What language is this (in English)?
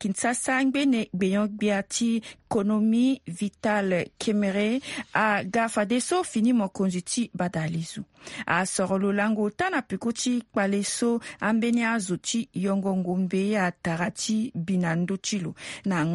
Sango